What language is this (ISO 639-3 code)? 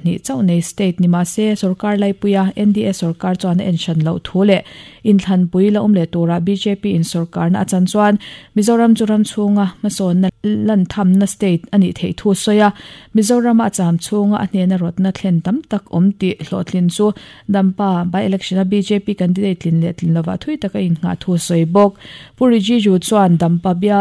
lus